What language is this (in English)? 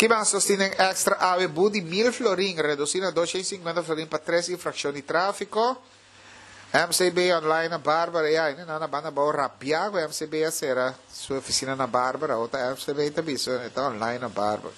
Papiamento